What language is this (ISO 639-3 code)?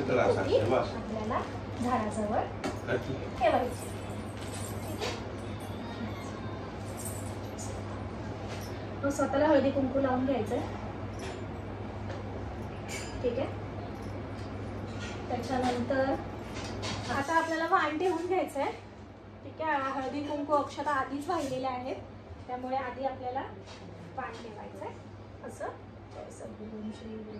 mar